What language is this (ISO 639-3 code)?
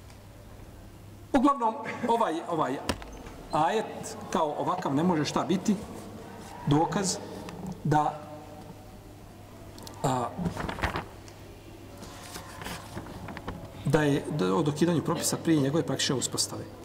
bos